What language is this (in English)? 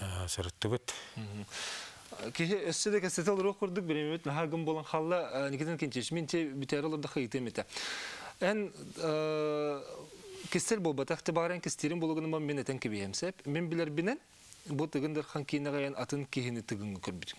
Yakut